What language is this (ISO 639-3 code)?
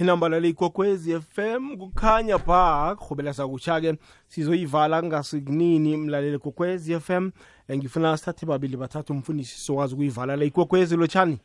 nbl